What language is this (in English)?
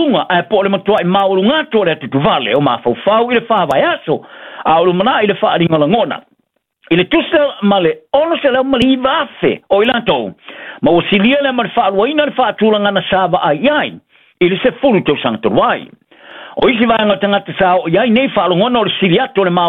Samoan